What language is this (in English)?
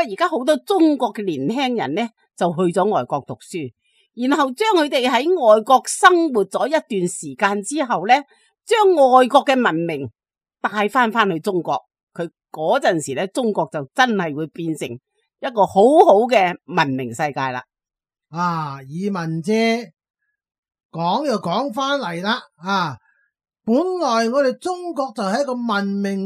Cantonese